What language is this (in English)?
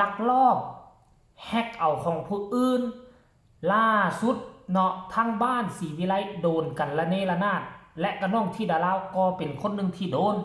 Northeastern Thai